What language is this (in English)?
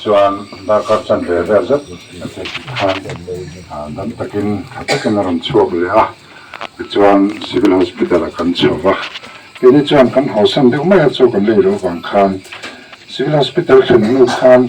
Mizo